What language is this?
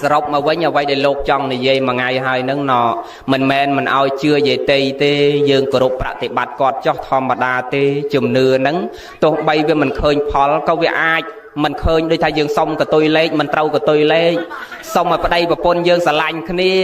Khmer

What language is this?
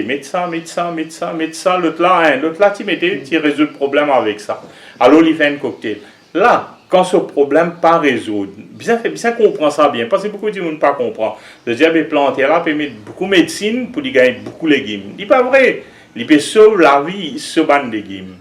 Morisyen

